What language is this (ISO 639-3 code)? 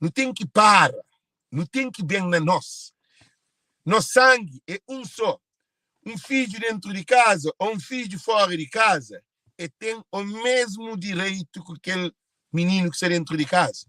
kea